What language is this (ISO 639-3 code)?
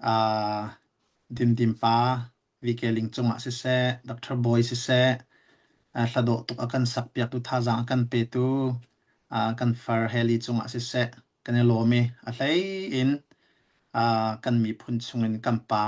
cnh